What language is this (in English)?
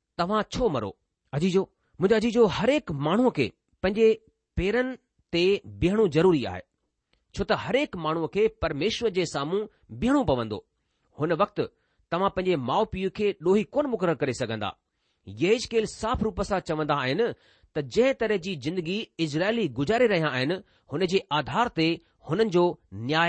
Sindhi